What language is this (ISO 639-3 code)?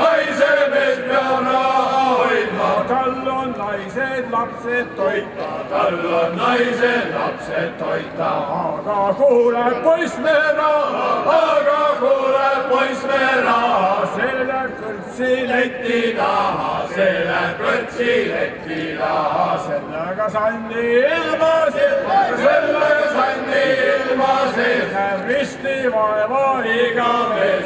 est